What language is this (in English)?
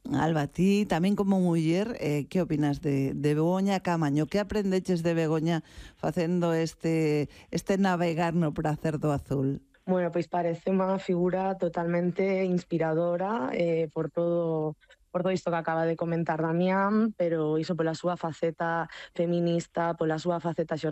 Galician